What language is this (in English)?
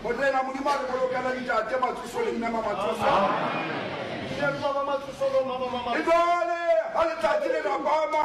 Southern Sotho